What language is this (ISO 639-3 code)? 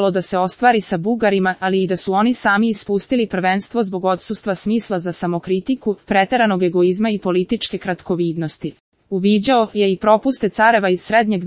srp